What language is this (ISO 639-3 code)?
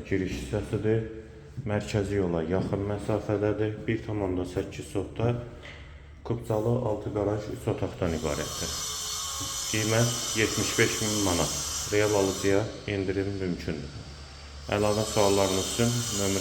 aze